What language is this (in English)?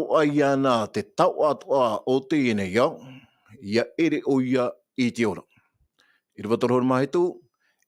Tahitian